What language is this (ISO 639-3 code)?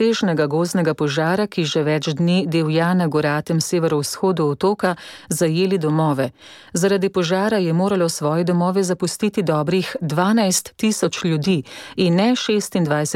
slv